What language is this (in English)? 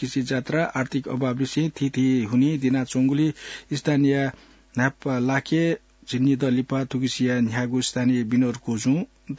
Newari